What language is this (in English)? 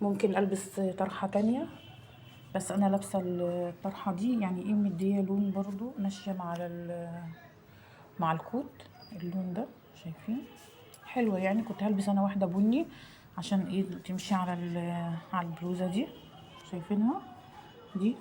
Egyptian Arabic